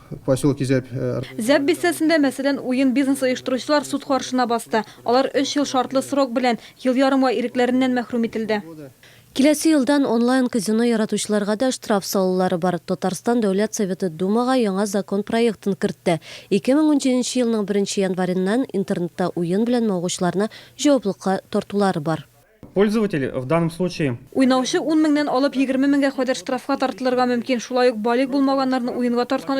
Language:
Tatar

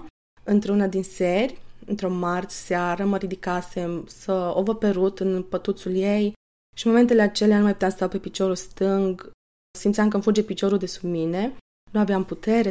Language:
Romanian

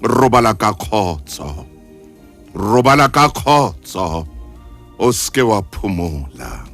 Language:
Southern Sotho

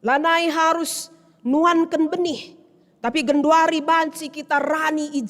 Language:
Batak Karo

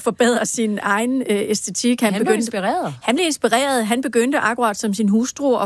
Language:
Danish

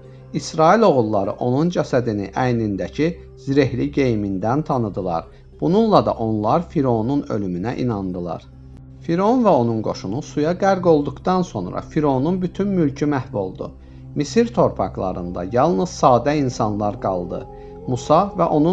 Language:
Azerbaijani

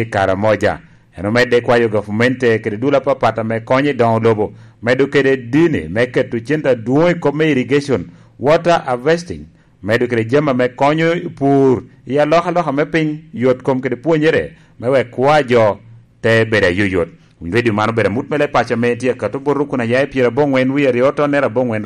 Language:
Lango (Uganda)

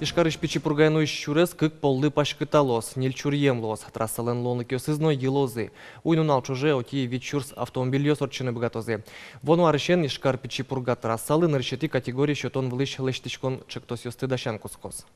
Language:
Udmurt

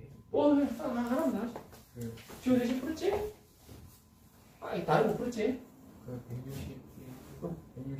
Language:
Korean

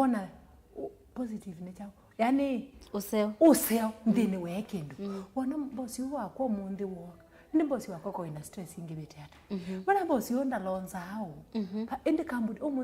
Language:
Kamba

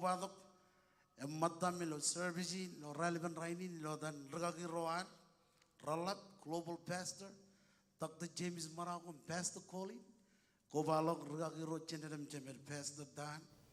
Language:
Marshallese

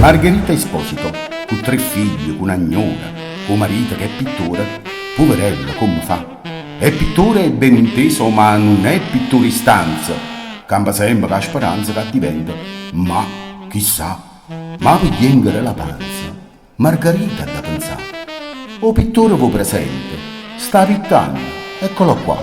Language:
Neapolitan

